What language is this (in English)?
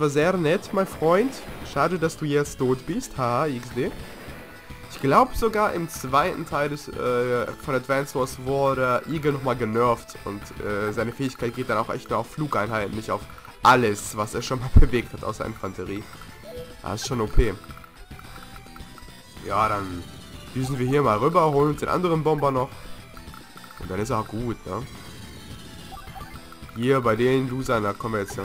German